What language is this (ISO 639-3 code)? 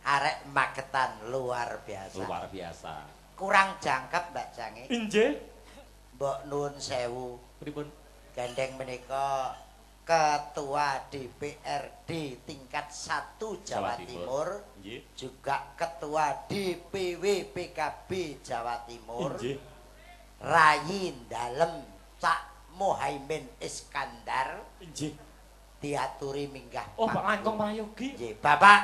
jav